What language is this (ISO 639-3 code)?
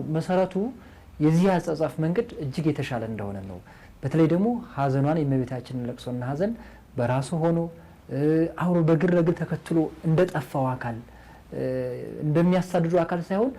amh